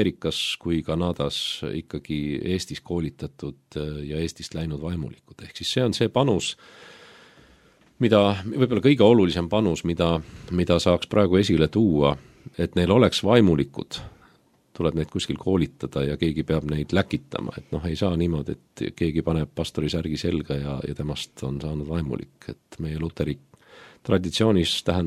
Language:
Estonian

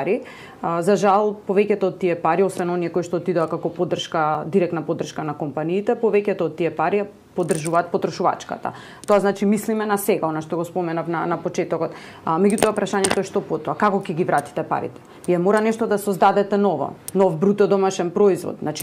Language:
Macedonian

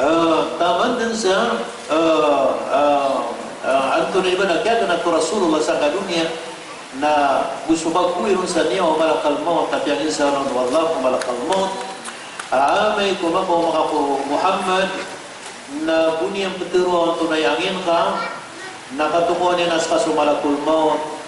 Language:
Maranao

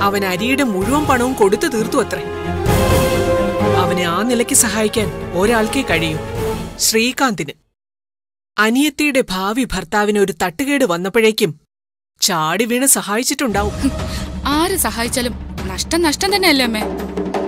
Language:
Malayalam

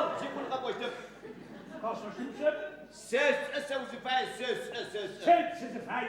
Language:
Adyghe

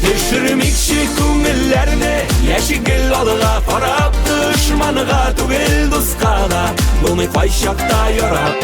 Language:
Tatar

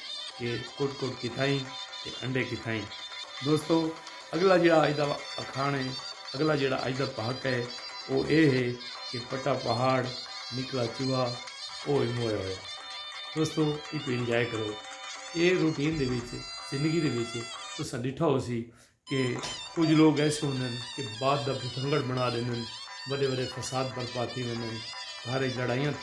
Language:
Saraiki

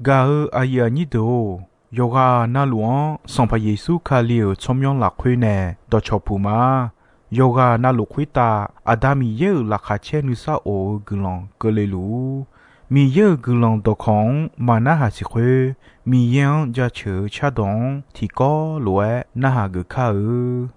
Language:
Akha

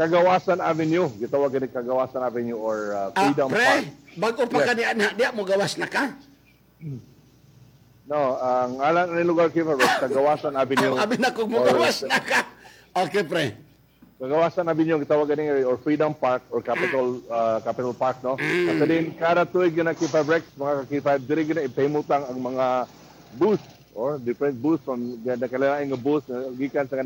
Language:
Cebuano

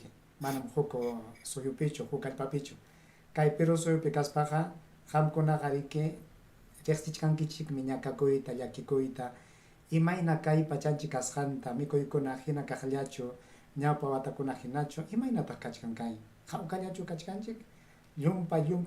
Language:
Ayacucho Quechua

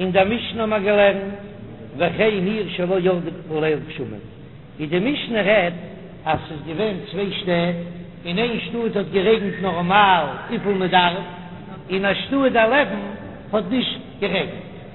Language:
Yiddish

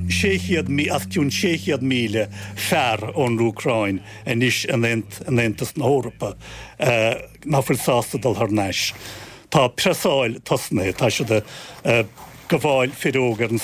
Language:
Irish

